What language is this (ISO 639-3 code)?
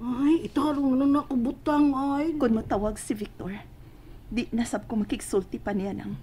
ceb